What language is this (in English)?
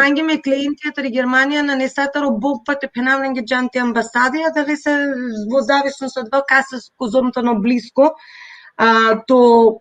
Balkan Romani